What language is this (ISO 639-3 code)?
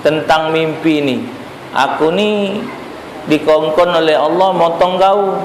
mui